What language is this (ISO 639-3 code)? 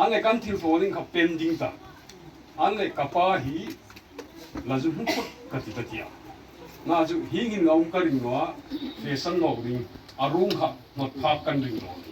hmr